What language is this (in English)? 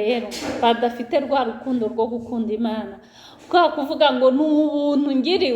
Kinyarwanda